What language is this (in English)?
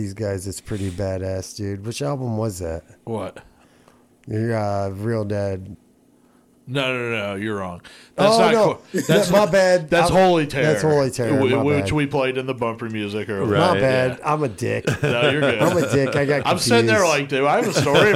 English